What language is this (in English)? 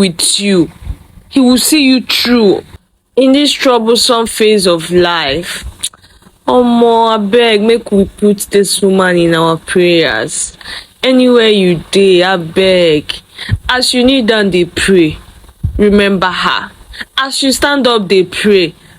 Nigerian Pidgin